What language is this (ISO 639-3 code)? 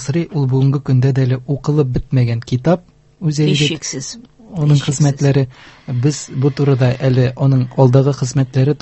tat